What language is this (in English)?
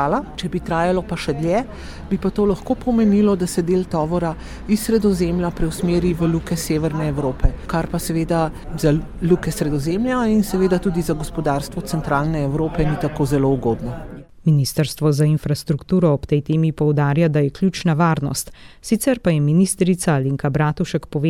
Slovenian